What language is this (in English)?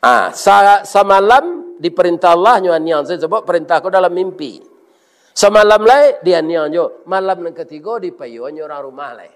Minangkabau